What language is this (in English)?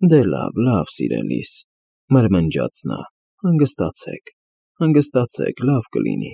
Armenian